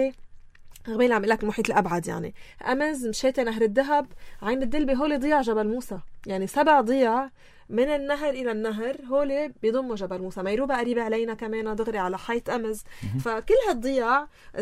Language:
North Levantine Arabic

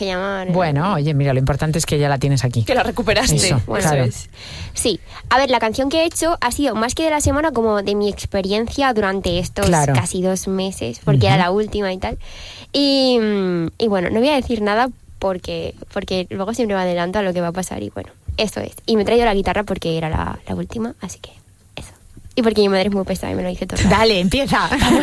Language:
Spanish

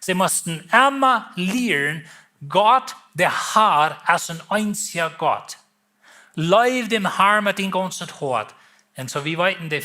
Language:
Plautdietsch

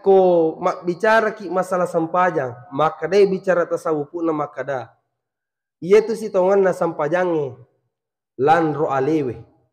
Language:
Buginese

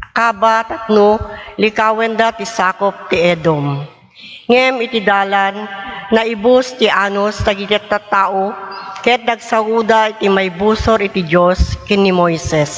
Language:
Iloko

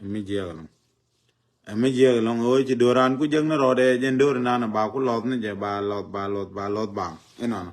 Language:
Nuer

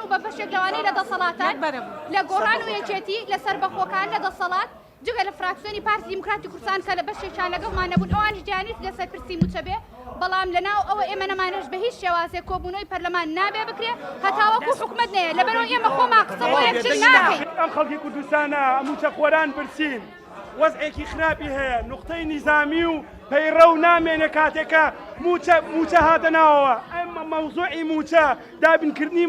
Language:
Central Kurdish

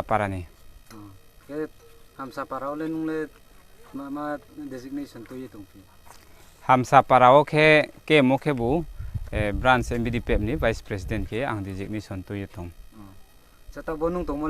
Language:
Riang (India)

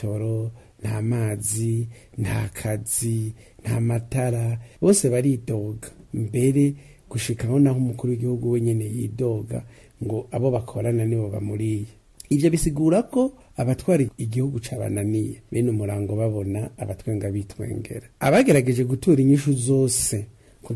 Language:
Rundi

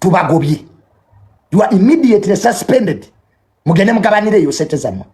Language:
Ganda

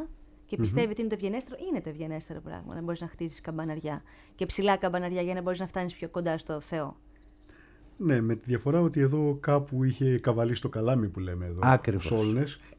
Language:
Greek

